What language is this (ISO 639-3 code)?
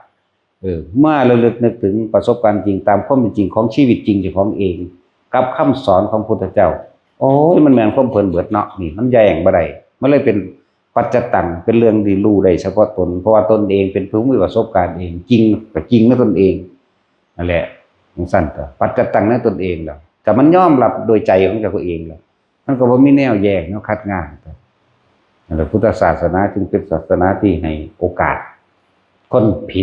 tts